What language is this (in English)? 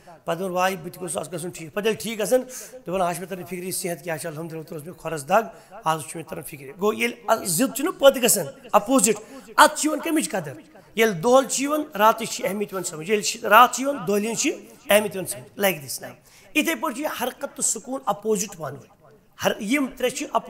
Kashmiri